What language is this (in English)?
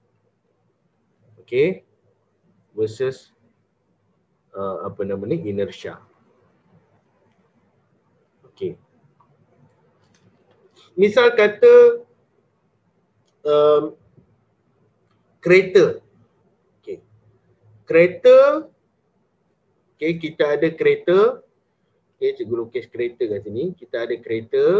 Malay